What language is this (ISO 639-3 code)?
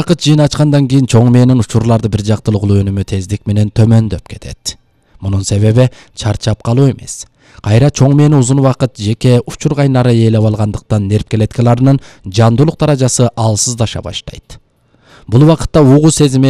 kir